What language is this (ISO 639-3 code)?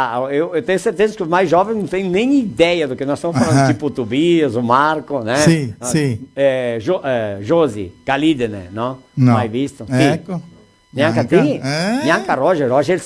vec